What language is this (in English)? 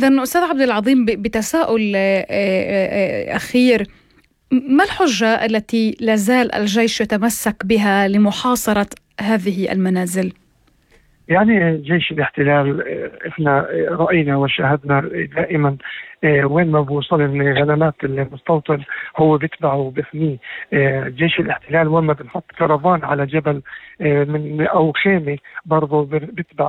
North Levantine Arabic